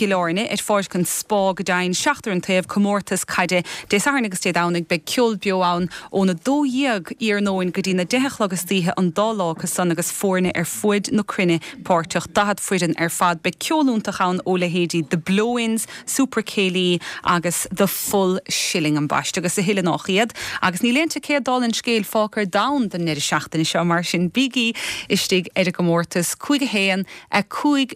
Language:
Irish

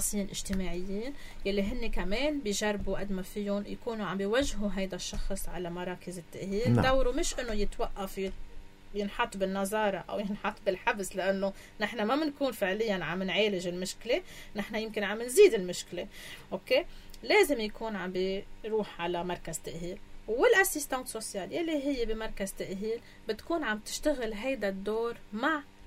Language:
North Levantine Arabic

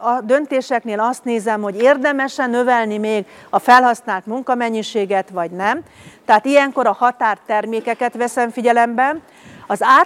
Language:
Hungarian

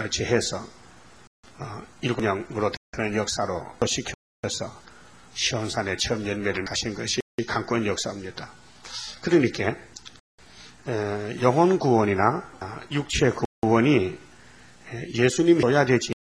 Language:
Korean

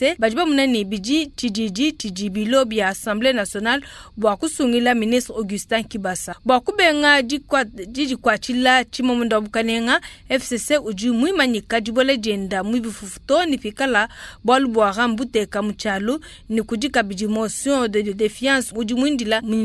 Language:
Luba-Lulua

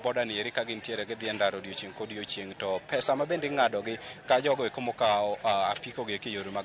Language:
Luo (Kenya and Tanzania)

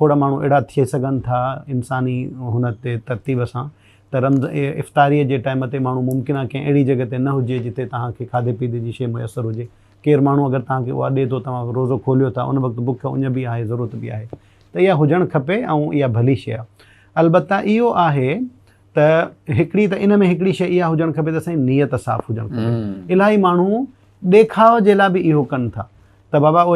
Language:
Sindhi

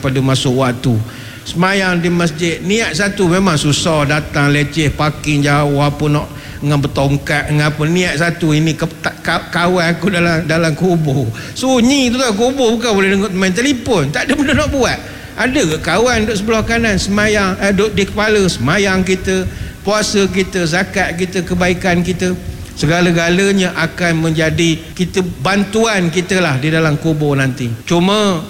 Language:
Malay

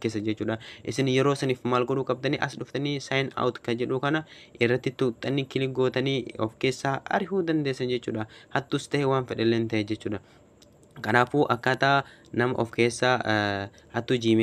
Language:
Oromo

